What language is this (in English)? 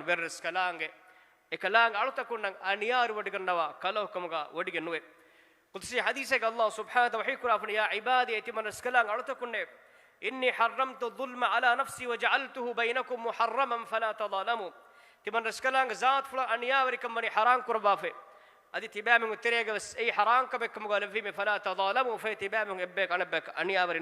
Divehi